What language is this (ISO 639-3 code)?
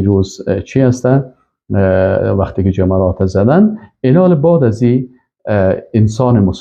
fas